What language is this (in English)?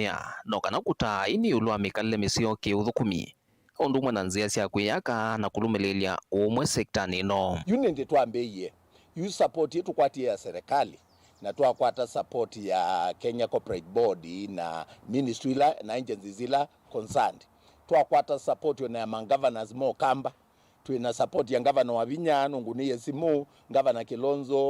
Kamba